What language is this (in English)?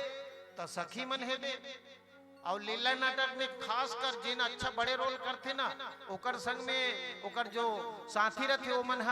Chhattisgarhi